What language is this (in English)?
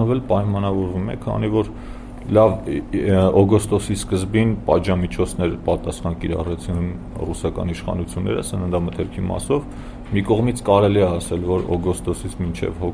Armenian